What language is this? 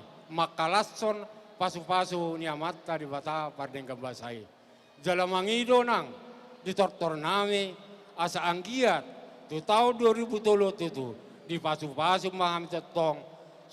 Batak Toba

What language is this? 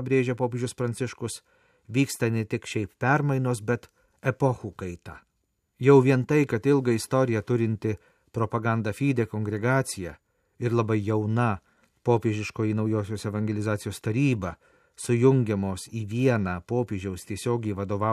Lithuanian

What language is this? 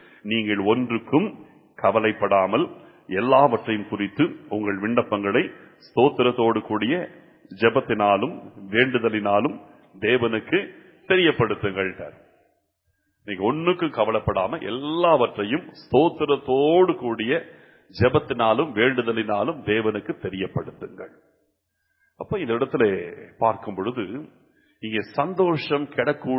Tamil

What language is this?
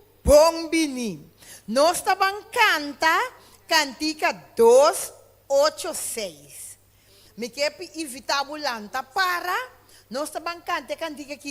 Papiamento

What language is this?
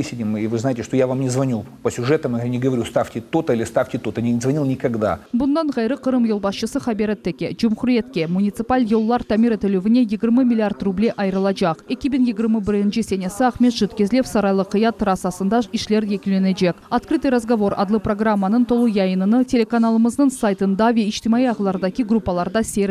Crimean Tatar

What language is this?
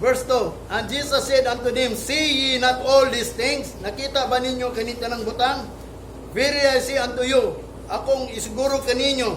Cebuano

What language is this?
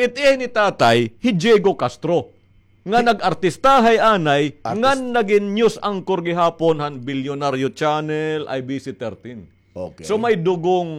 Waray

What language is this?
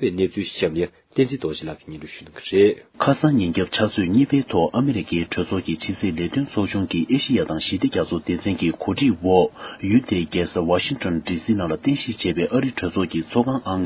Tibetan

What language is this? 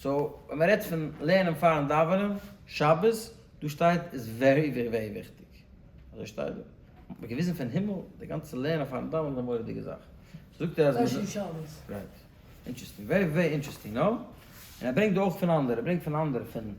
Yiddish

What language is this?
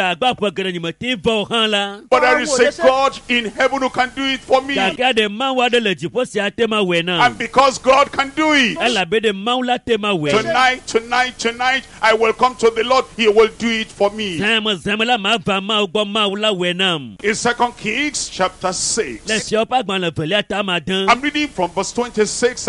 Ewe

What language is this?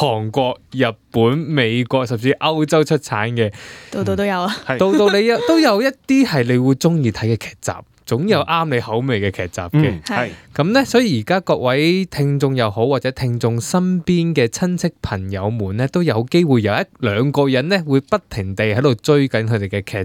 Cantonese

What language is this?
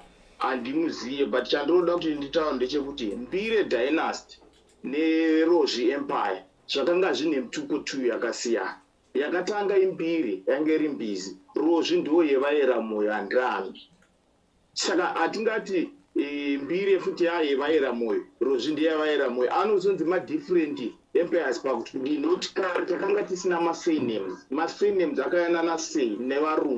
Shona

